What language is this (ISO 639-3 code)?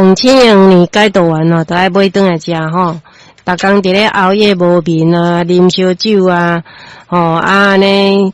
nan